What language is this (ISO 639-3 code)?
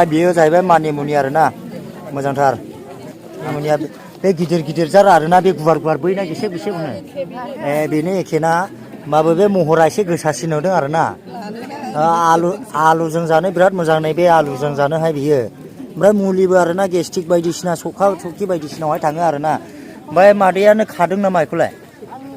brx